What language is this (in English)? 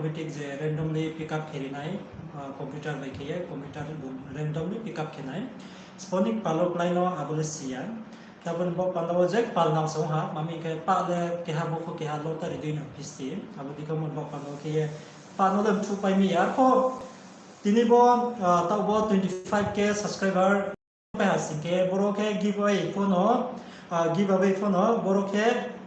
Riang (India)